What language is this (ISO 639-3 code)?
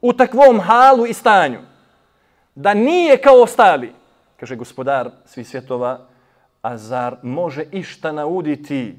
bos